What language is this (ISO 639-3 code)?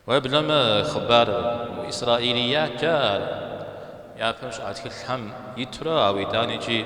kbd